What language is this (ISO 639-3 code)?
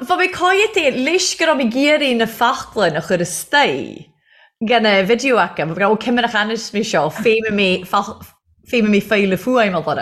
gle